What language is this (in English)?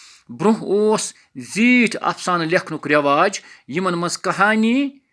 Kashmiri